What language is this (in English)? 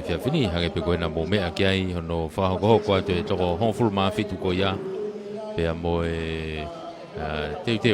Tongan